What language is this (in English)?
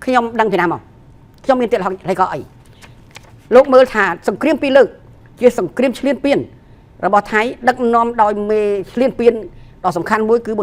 Khmer